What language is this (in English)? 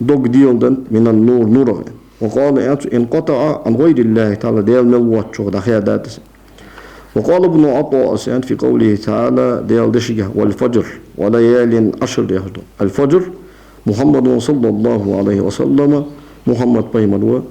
Ingush